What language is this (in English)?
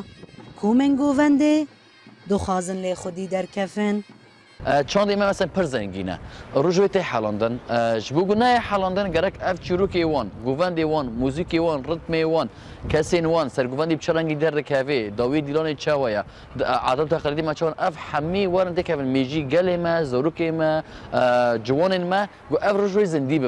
Kurdish